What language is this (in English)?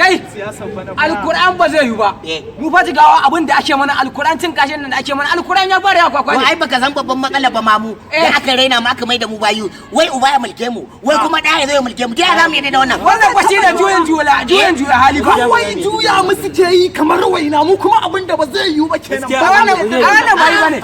Hausa